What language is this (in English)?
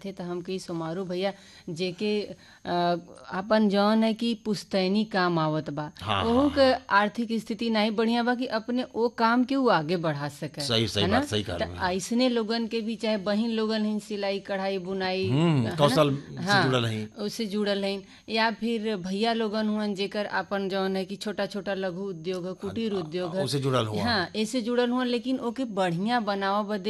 Bhojpuri